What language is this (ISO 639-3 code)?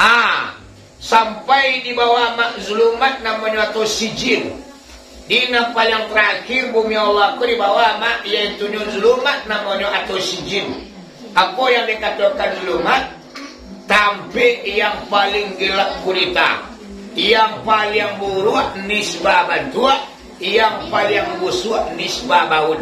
min